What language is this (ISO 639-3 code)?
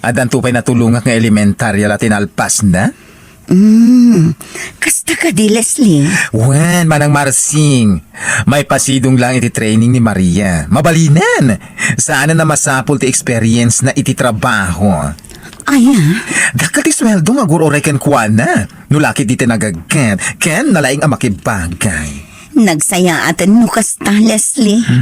ilo